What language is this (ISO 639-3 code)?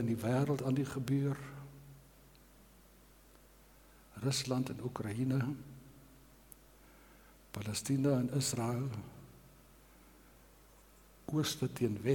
afr